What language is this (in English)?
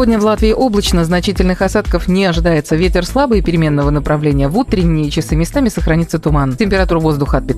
Russian